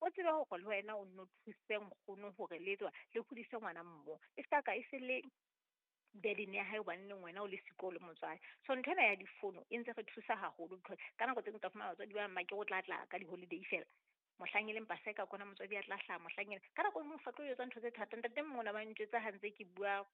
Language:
Southern Sotho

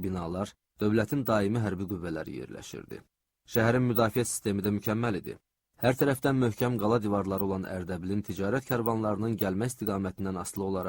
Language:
Azerbaijani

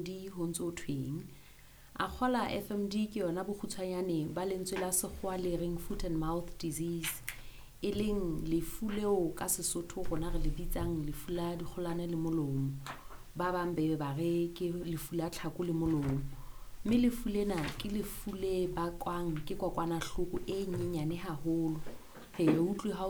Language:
Southern Sotho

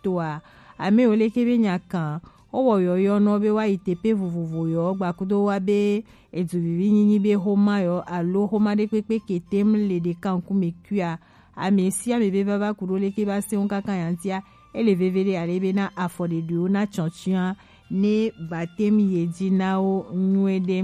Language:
Gen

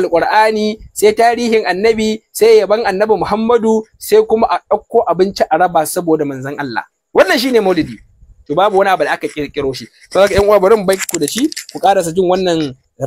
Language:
Hausa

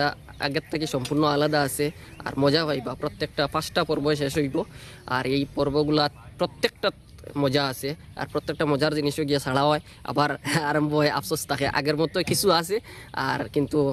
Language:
Sylheti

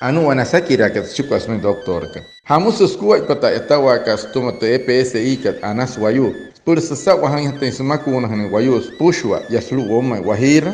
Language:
Wayuu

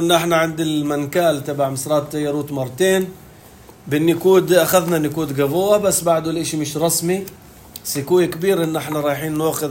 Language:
North Levantine Arabic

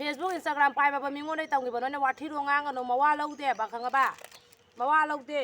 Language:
Manipuri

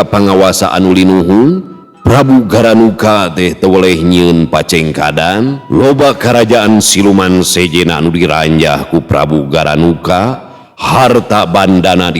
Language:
Sundanese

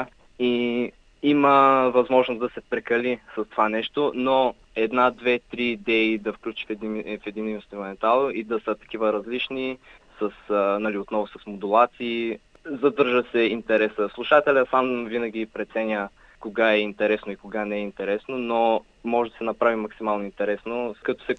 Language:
Bulgarian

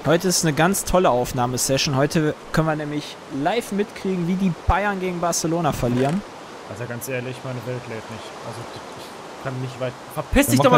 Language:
German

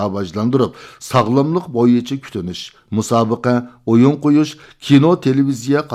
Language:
Uyghur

